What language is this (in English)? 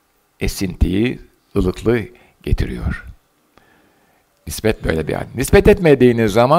Turkish